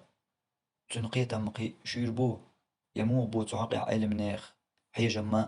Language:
Chechen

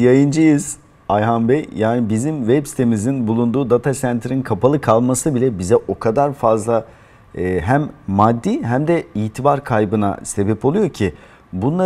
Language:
Turkish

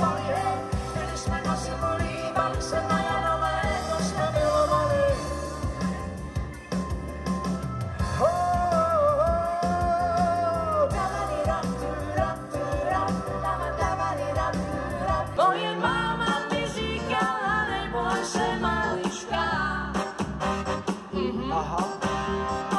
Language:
Czech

